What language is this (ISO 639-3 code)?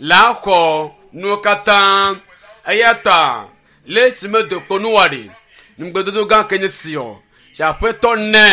ewe